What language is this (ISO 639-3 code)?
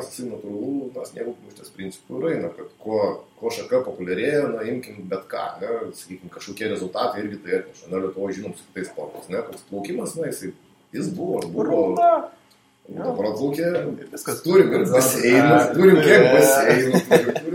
lit